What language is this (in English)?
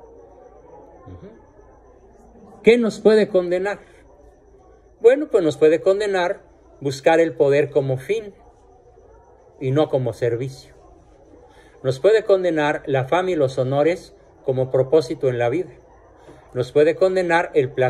Spanish